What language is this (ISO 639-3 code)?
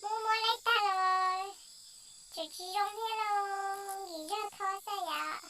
hmn